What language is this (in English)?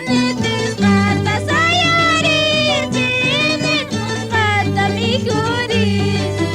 Quechua